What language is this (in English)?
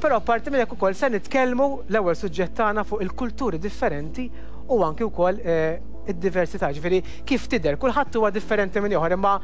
Maltese